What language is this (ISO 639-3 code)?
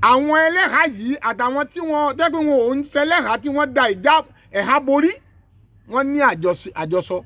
yor